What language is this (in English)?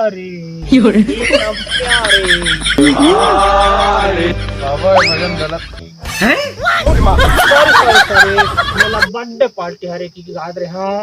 Chhattisgarhi